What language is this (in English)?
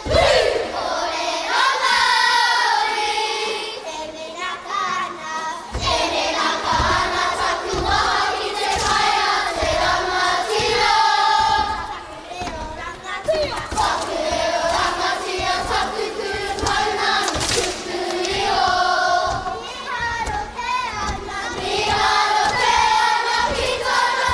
Māori